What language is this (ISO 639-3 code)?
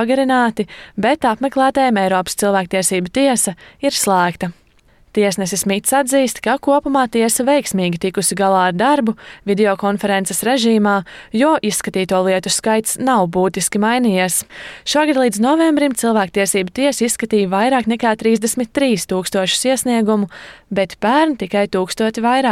lav